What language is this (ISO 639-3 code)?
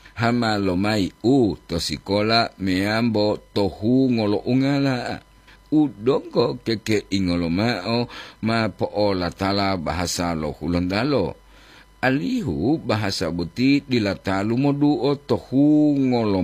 gor